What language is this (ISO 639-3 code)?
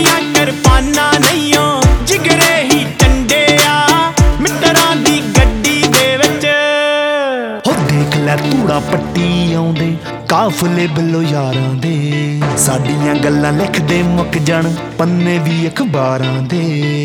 pan